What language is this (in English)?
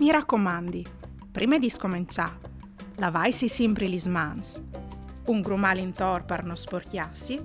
Friulian